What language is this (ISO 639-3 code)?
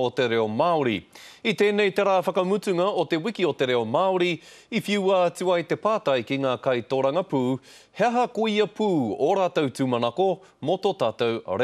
mri